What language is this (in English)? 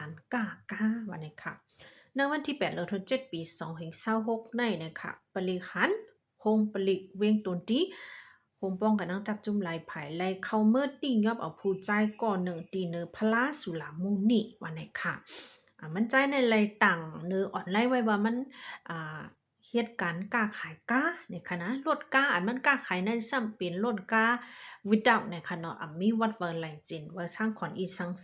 Shan